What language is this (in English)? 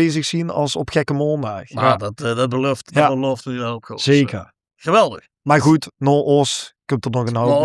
Limburgish